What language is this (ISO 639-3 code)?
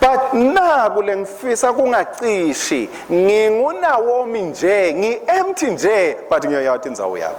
ssw